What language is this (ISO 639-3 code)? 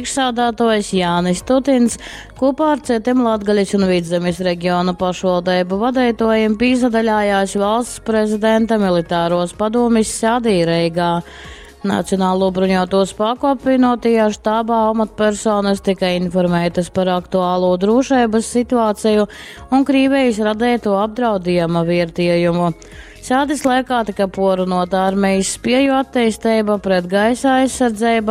ltg